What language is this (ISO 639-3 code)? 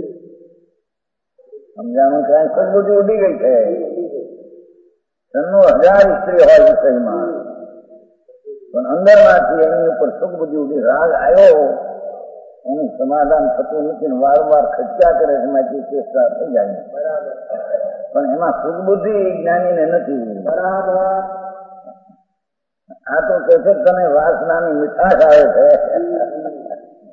guj